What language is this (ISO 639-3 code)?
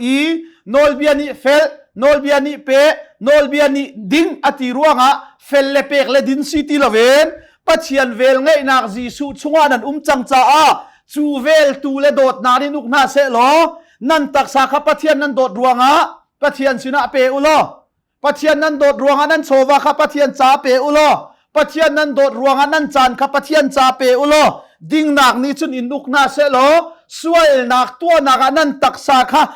cnh